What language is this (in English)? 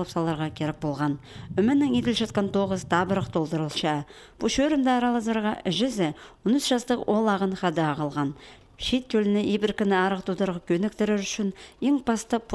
Khakas